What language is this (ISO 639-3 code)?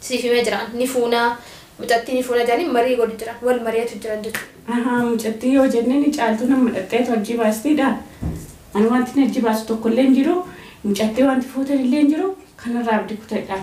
orm